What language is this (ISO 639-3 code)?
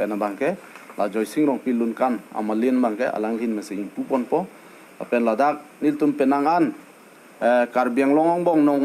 mjw